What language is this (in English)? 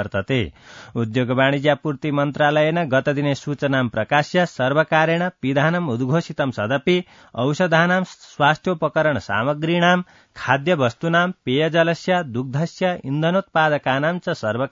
Sanskrit